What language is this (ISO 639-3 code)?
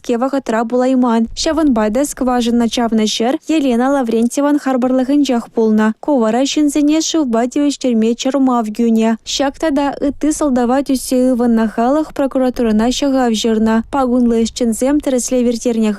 chv